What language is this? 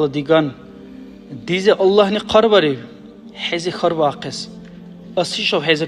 Dargwa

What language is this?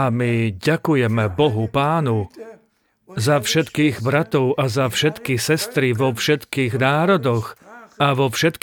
Slovak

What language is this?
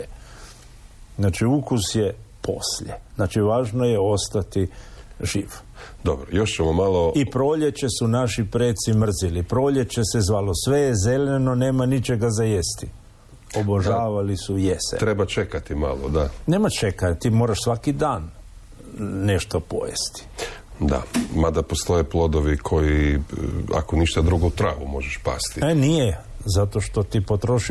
Croatian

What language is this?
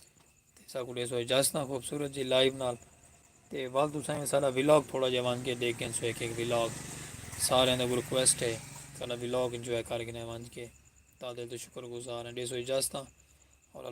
Saraiki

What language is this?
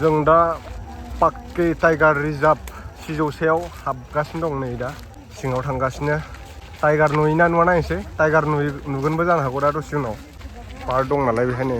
Bodo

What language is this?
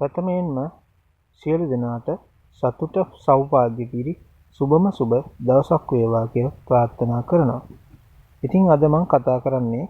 Sinhala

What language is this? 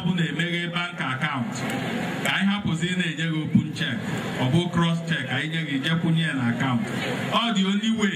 Igbo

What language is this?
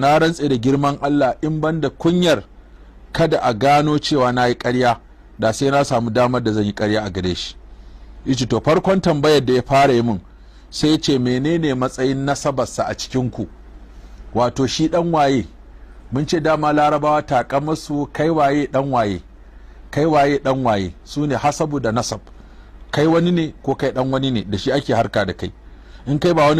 Hausa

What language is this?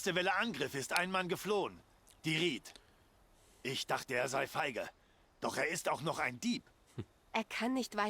Swiss German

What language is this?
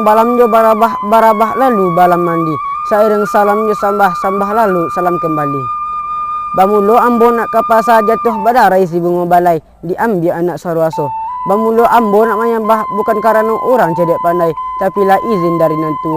Minangkabau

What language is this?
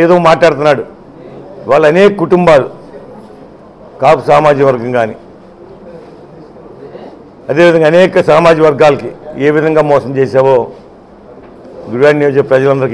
Telugu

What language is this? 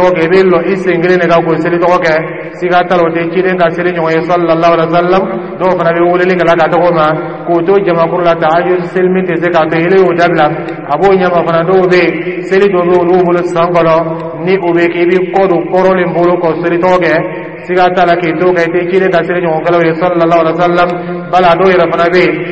Dyula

